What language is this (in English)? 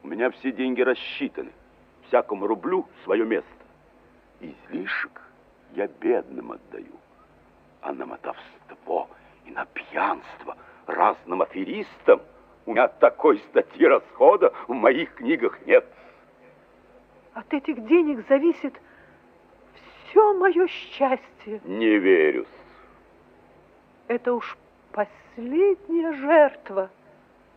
Russian